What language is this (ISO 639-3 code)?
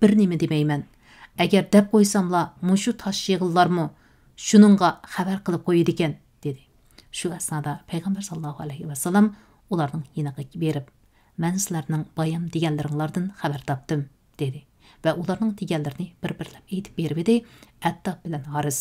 uig